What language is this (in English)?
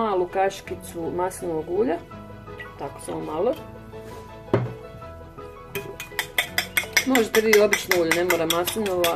Croatian